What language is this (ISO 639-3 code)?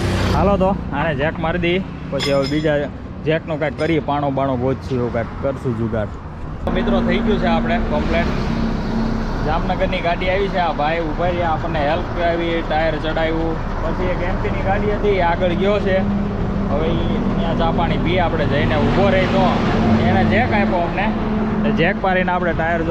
guj